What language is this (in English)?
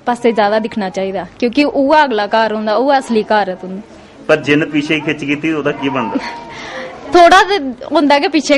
Dogri